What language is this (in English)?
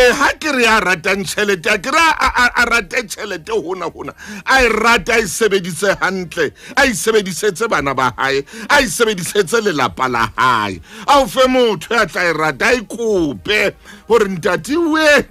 Southern Sotho